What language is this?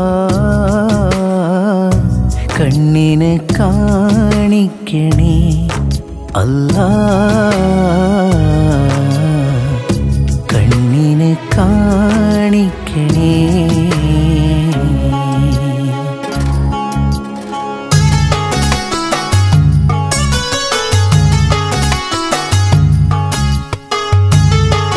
Malayalam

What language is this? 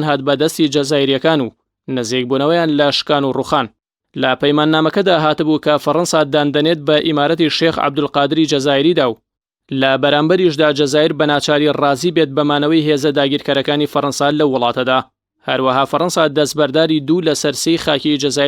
Central Kurdish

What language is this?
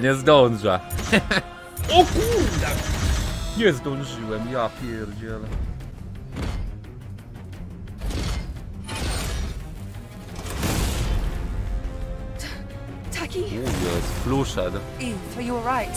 Polish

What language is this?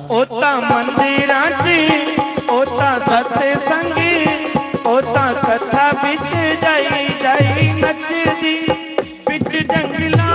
Dogri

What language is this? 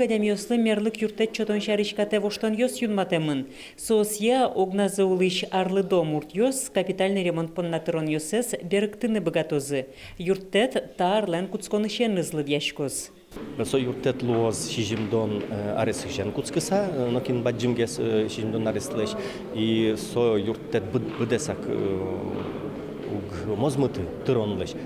Udmurt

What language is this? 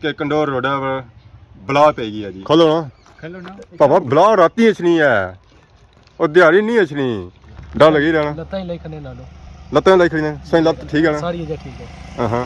Pahari-Potwari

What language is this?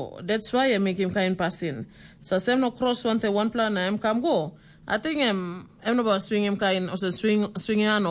Tok Pisin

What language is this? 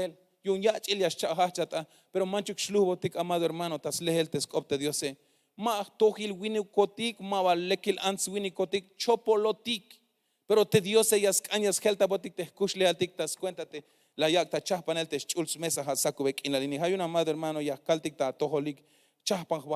Tzeltal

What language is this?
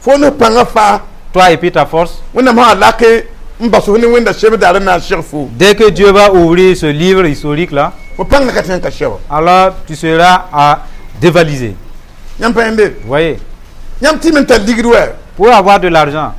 Mossi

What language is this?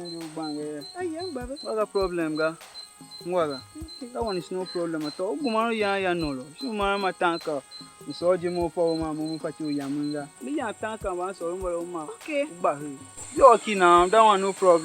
Tiv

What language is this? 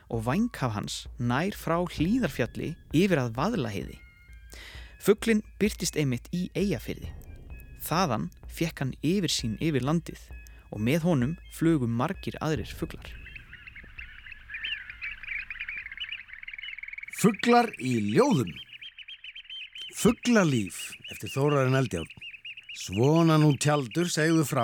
Icelandic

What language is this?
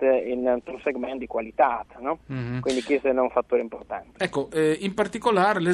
Friulian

